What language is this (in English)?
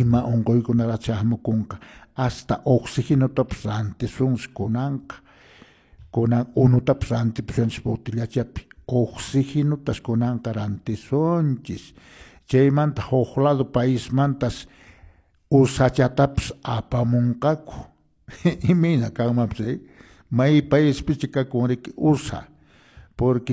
Quechua